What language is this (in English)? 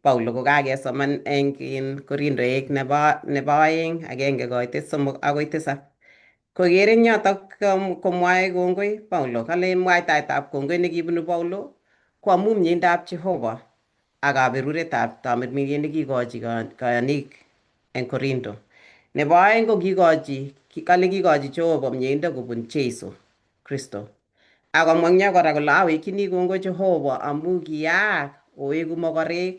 Kalenjin